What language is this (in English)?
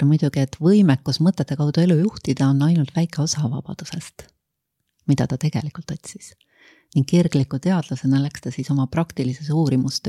Estonian